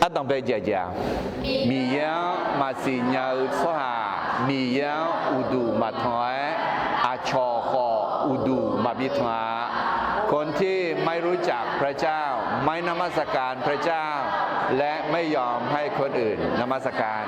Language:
Akha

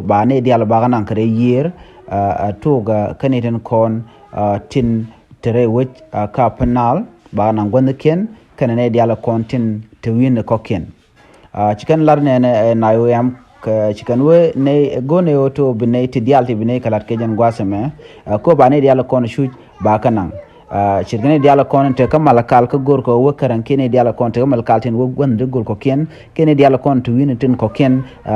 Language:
Nuer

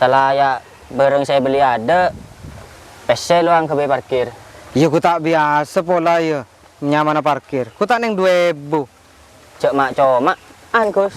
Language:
Madurese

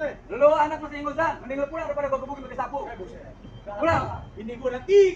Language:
Betawi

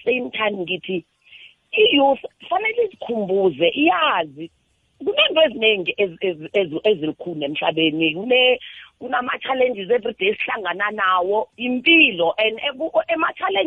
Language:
South Ndebele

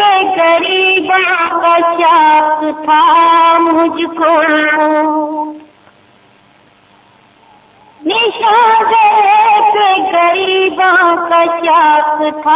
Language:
Urdu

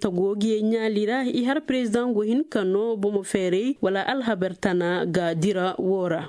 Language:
Koyraboro Senni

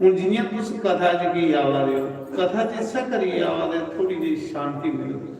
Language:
Dogri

